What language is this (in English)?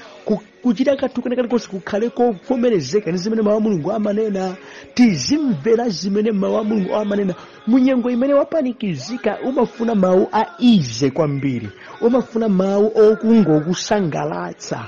Nyanja